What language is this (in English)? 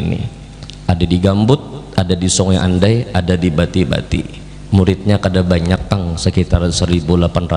Banjar